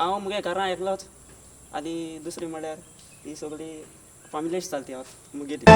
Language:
Konkani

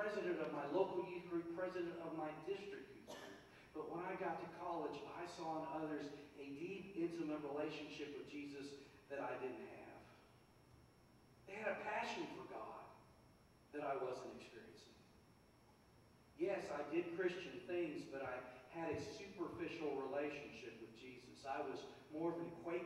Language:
English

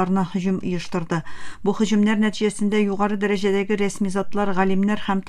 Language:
Tatar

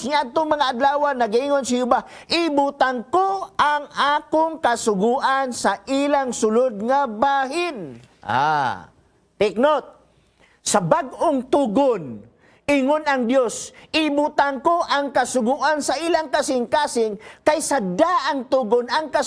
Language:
Cebuano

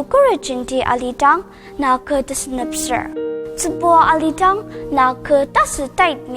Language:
Ao Naga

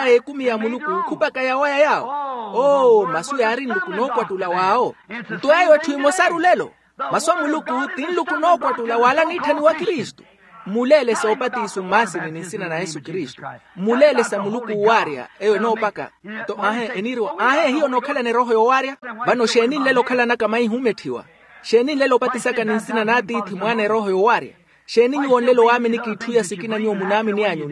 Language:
Makhuwa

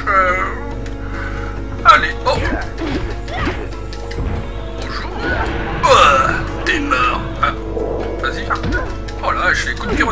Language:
French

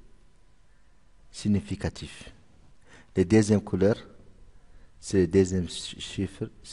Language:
French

